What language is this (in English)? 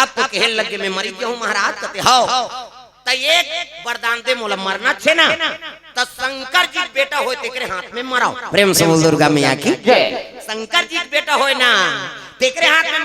Chhattisgarhi